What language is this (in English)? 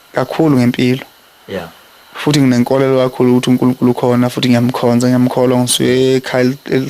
Zulu